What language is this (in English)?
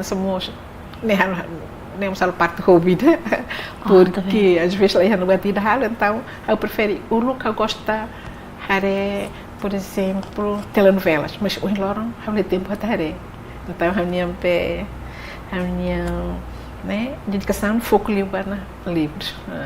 Tetum